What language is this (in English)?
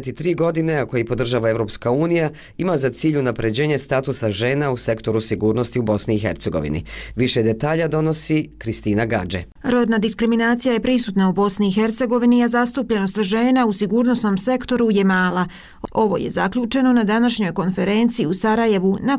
Bosnian